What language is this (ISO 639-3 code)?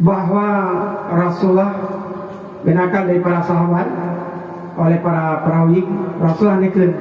ace